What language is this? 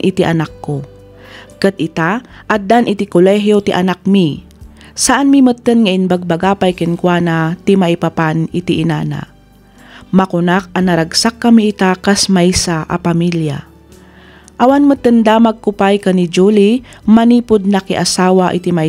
Iloko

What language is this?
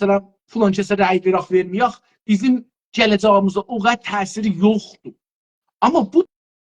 South Azerbaijani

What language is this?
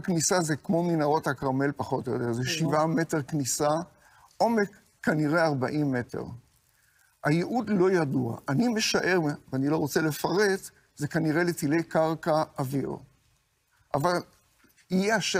Hebrew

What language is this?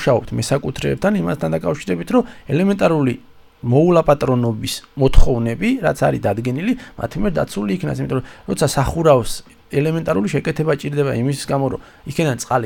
Georgian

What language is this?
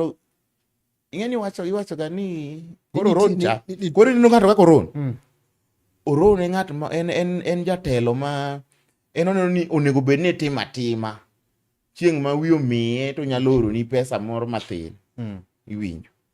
Luo (Kenya and Tanzania)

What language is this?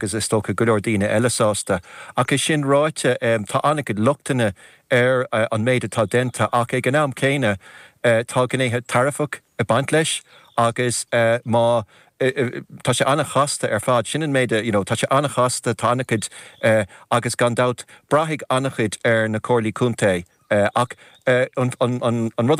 Irish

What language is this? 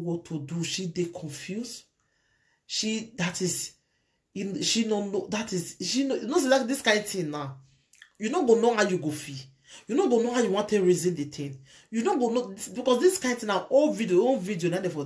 Nigerian Pidgin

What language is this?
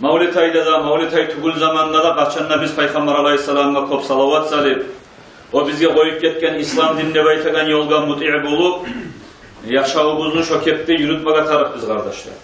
Kumyk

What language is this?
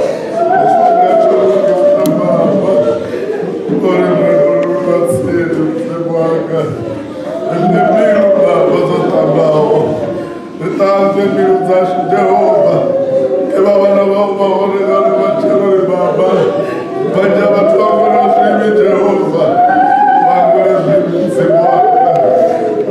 Venda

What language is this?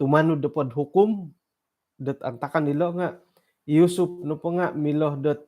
Central Dusun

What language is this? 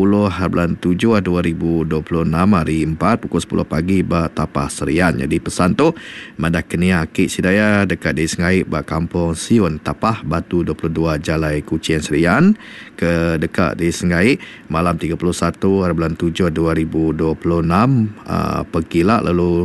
Iban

